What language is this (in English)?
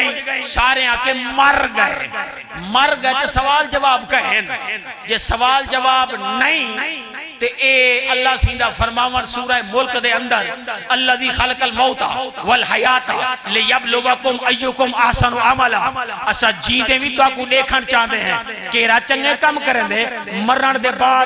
Saraiki